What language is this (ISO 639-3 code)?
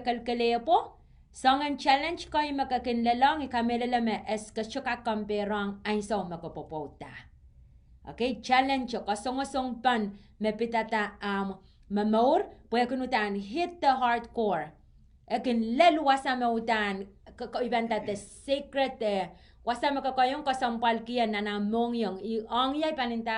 pon